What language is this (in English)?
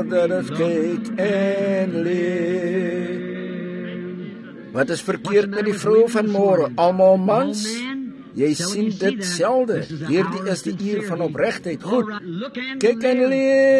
Afrikaans